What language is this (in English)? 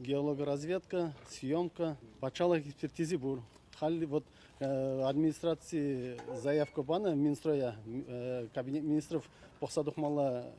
Chuvash